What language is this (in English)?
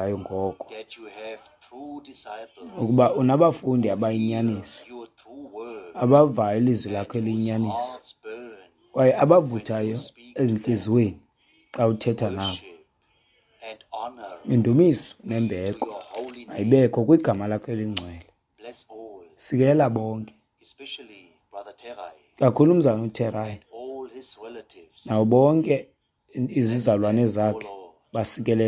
Xhosa